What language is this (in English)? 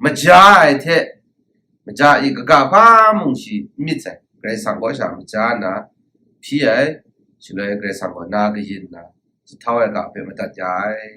Kachin